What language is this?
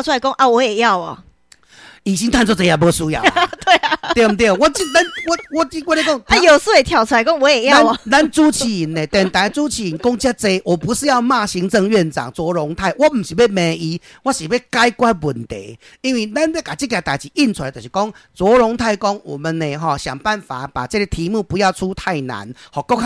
Min Nan Chinese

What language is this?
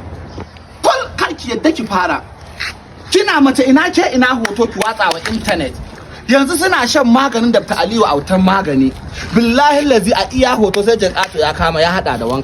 Hausa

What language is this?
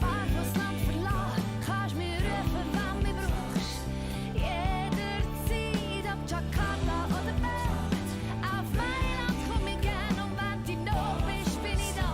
Swiss German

